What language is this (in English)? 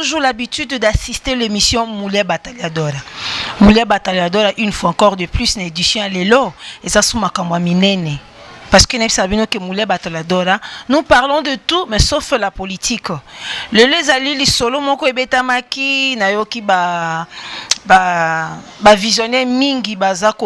Lingala